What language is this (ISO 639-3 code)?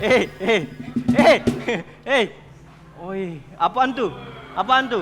mui